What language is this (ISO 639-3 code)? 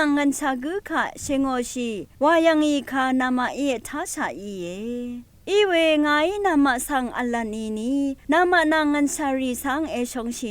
raw